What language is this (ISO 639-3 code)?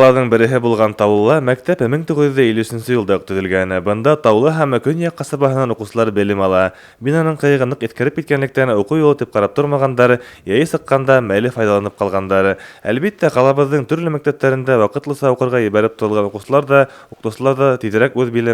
bak